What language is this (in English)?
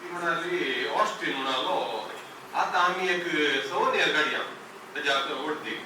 Konkani